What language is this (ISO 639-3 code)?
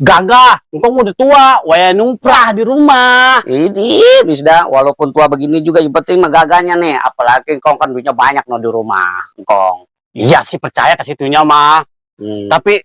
bew